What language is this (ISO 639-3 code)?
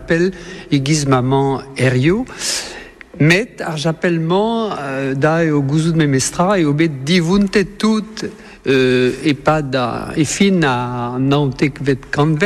bre